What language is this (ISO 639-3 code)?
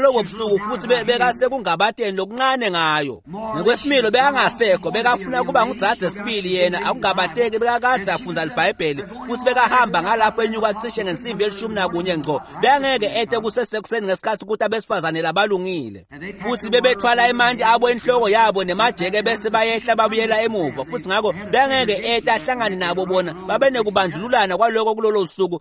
ssw